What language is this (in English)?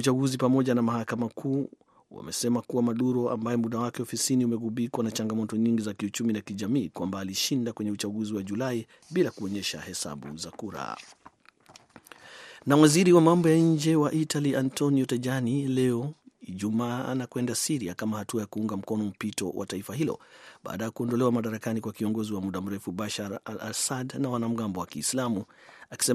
Swahili